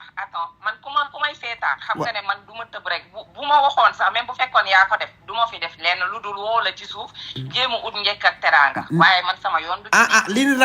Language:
Wolof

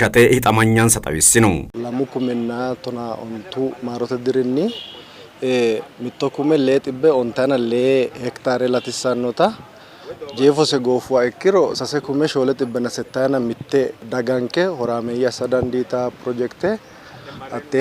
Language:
Sidamo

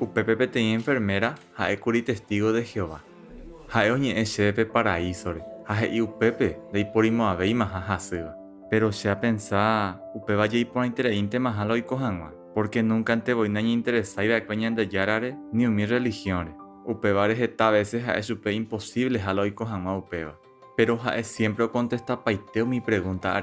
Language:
Guarani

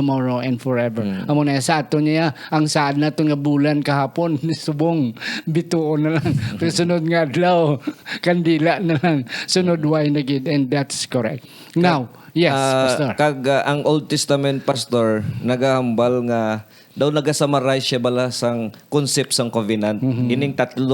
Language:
Hiligaynon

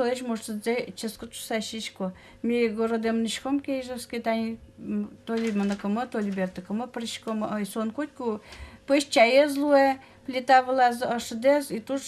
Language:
Udmurt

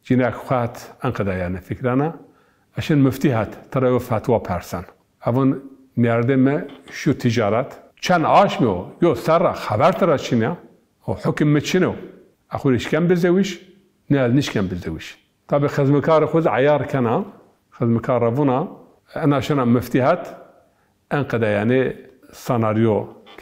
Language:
Zaza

